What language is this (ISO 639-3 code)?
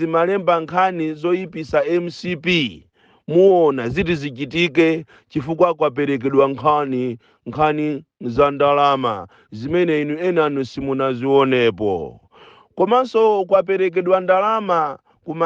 nya